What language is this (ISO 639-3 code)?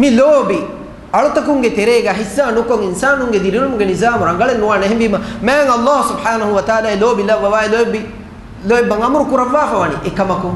div